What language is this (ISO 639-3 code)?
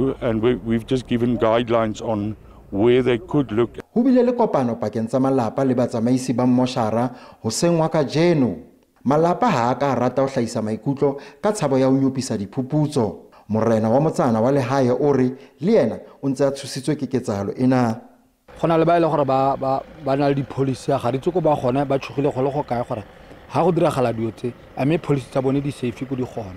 sot